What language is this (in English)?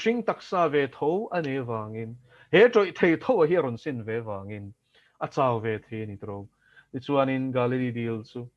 Mizo